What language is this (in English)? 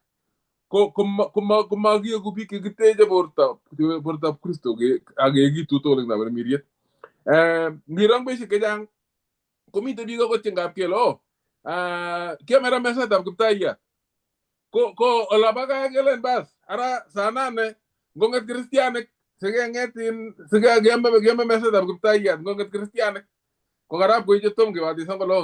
Kalenjin